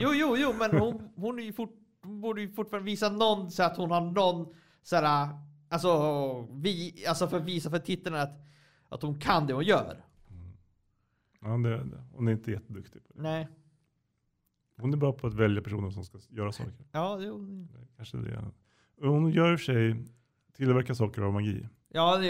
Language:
Swedish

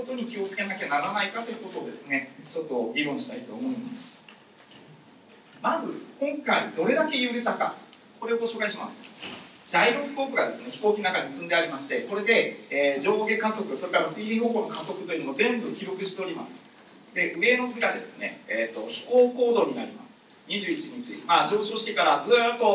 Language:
Japanese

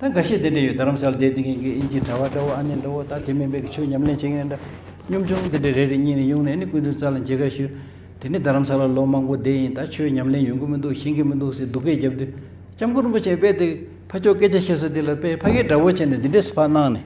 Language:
Tibetan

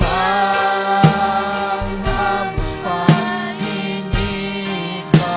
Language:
Ayacucho Quechua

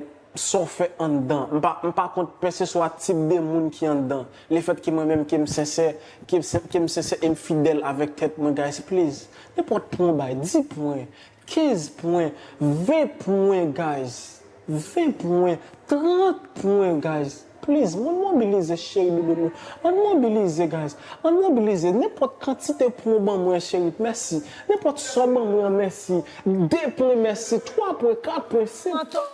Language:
Haitian Creole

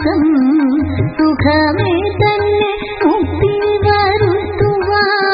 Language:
Malayalam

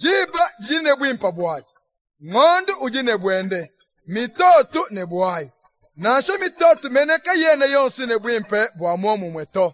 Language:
Luba-Lulua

